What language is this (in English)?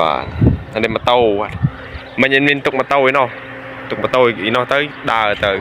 Khmer